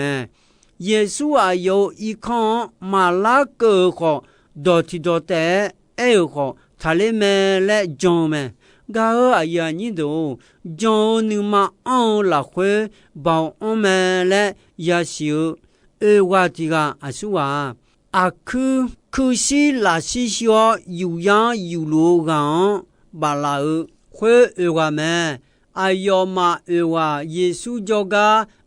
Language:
Akha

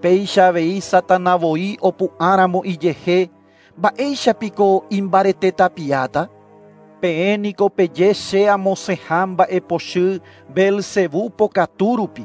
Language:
Guarani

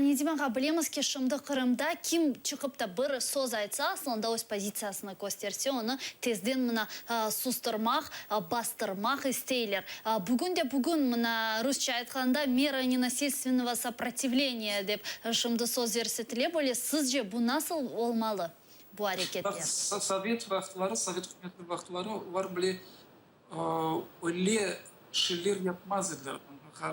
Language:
Crimean Tatar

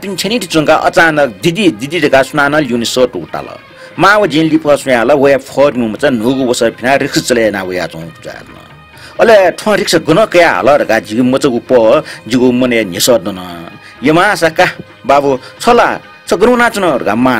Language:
Newari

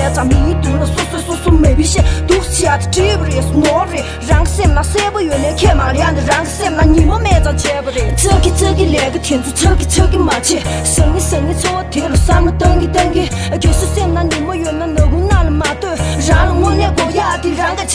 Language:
Tibetan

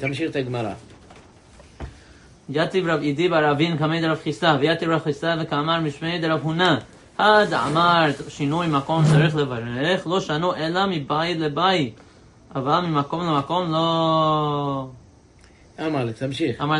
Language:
Hebrew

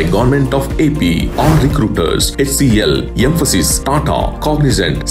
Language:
Telugu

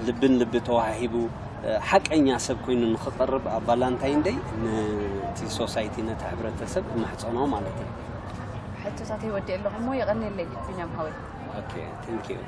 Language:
Tigrinya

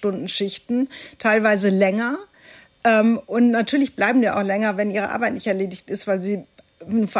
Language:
German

